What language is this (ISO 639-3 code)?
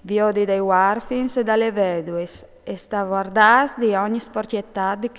fur